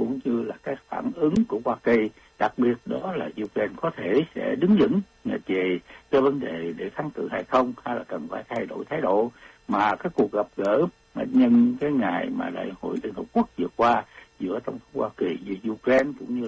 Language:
Vietnamese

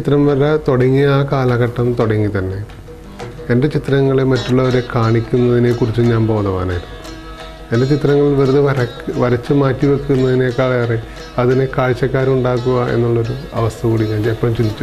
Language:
Malayalam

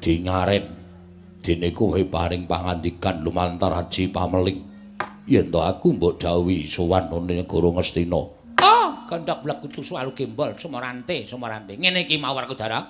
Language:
Javanese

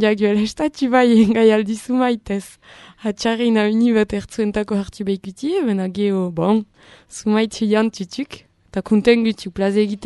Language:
Basque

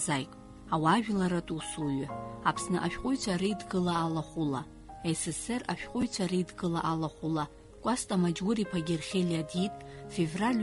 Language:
Abkhazian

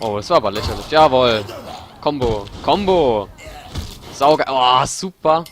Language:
Palatine German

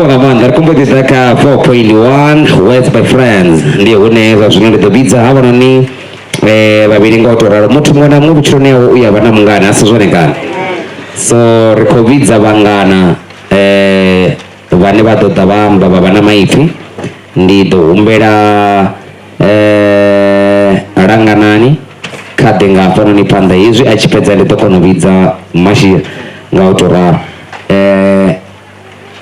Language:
Venda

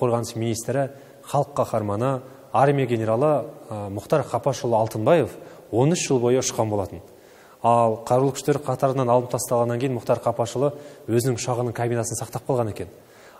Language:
Kazakh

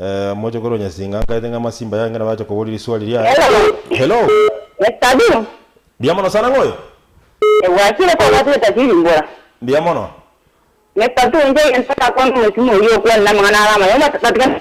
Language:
Gusii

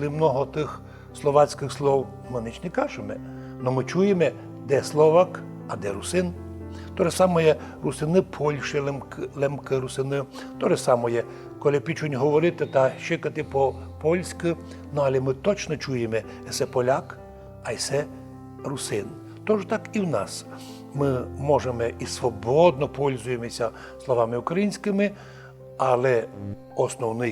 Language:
Rusyn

